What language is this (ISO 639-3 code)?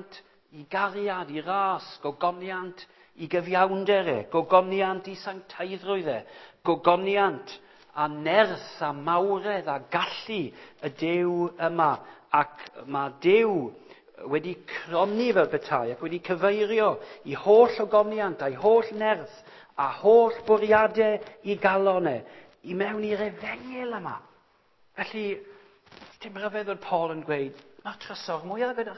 cym